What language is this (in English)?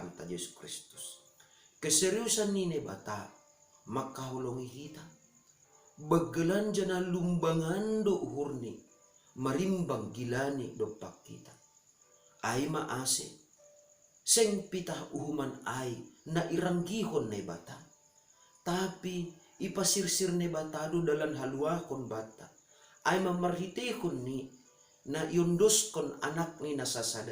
Batak Simalungun